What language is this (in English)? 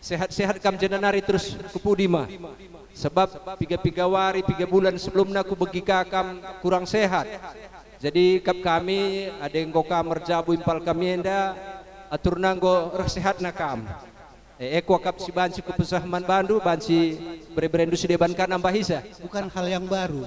Batak Karo